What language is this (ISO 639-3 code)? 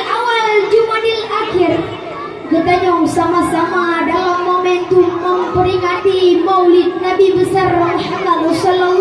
ace